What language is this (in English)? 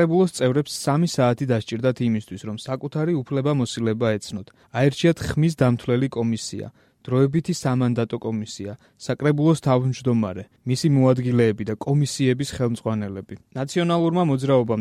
Georgian